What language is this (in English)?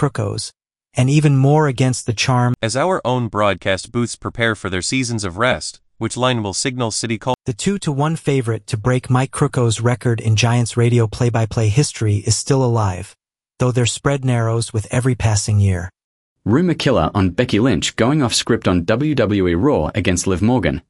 English